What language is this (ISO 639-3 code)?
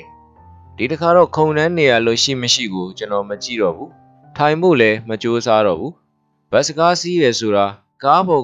mya